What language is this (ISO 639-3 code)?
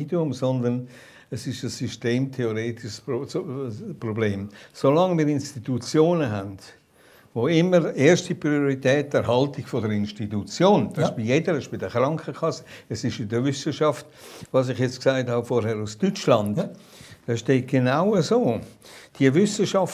gsw